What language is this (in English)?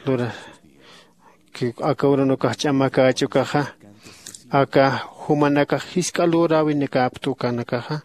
Aymara